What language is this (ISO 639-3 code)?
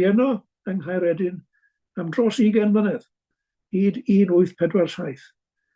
cym